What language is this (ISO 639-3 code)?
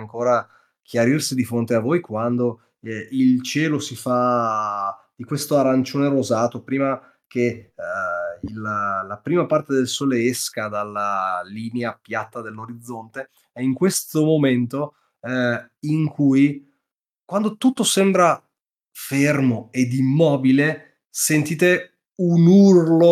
ita